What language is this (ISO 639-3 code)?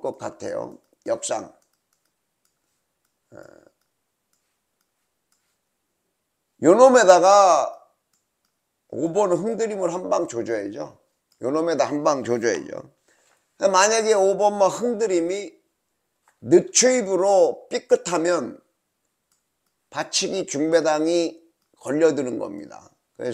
kor